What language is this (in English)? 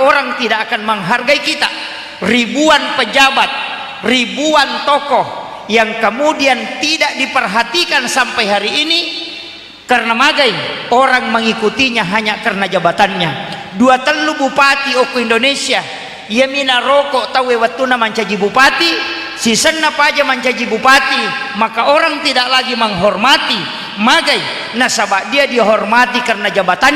Buginese